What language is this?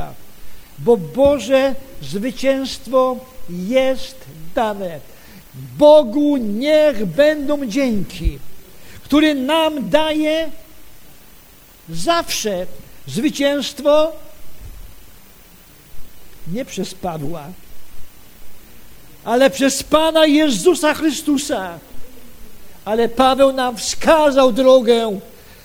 Polish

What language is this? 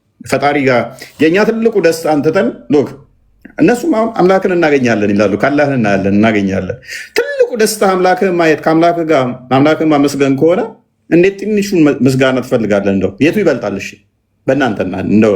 Amharic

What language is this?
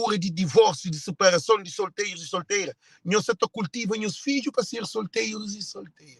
Kabuverdianu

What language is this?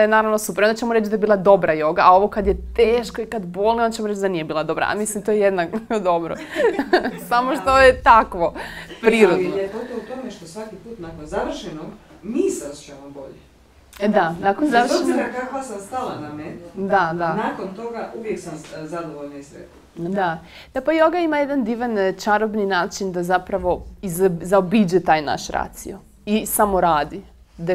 Croatian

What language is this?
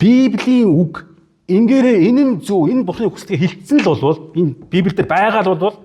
Mongolian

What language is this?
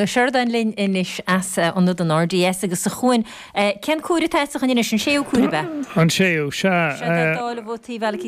Irish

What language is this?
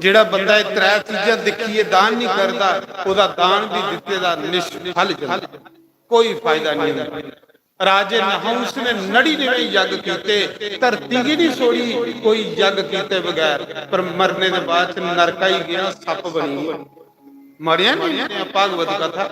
Dogri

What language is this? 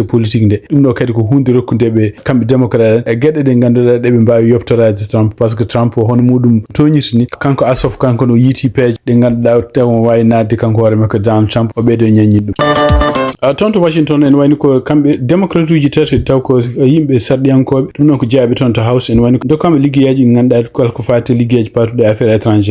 Fula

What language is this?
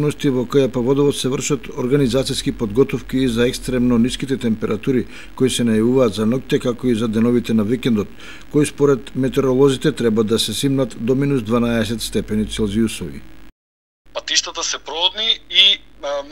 Macedonian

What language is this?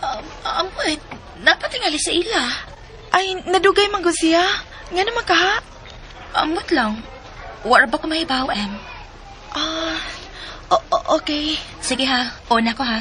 Cebuano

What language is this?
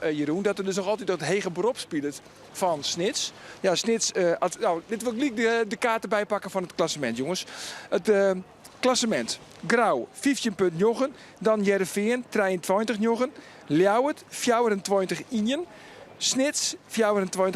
Western Frisian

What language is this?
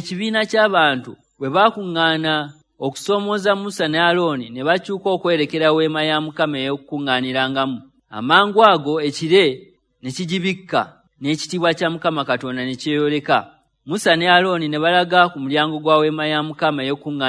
Ganda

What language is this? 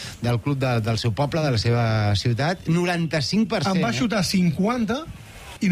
Catalan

